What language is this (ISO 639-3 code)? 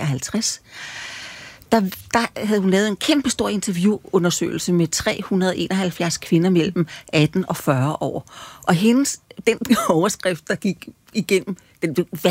dan